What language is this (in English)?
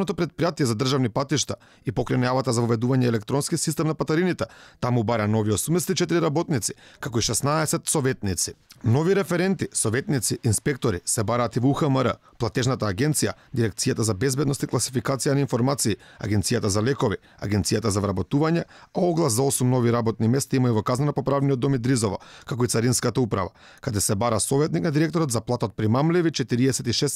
Macedonian